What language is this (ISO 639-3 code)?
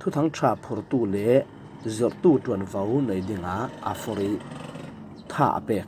cfm